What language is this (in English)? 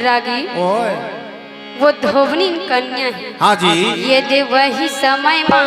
Chhattisgarhi